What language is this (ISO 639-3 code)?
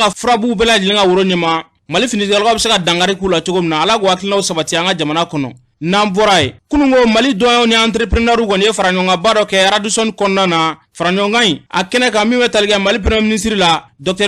bam